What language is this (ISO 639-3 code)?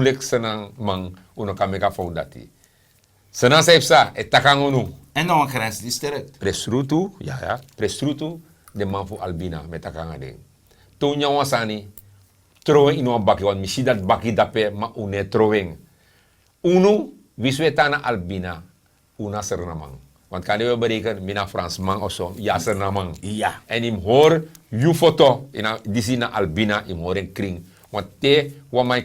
srn